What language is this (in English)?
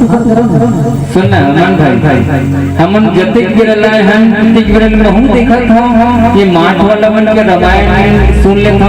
Chhattisgarhi